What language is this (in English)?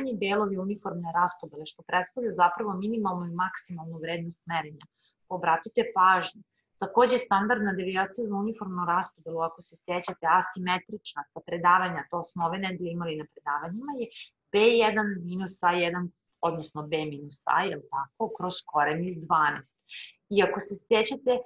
Serbian